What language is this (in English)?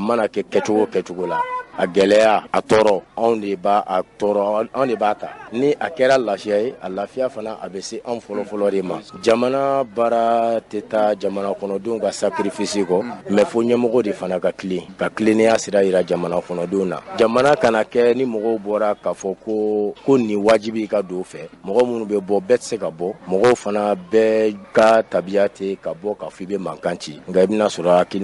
Bambara